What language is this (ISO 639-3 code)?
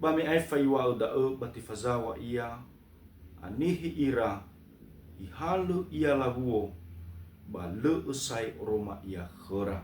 nia